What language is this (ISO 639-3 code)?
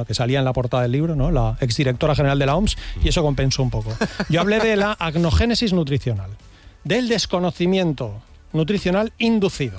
spa